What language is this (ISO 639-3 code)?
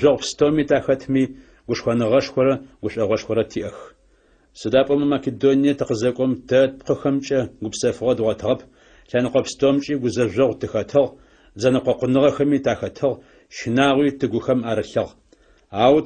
ady